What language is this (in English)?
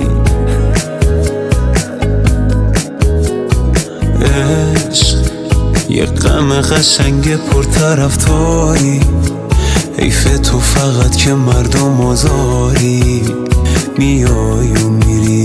Persian